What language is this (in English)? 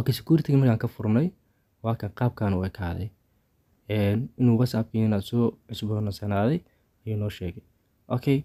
Somali